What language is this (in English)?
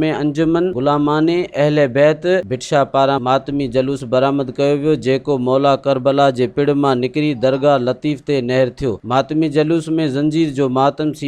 Sindhi